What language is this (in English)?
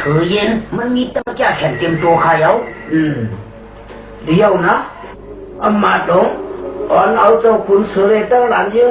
Shan